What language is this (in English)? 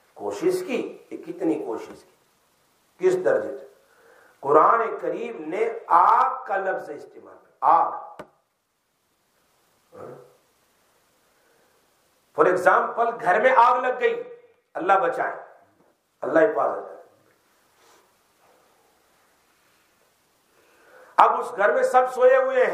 Urdu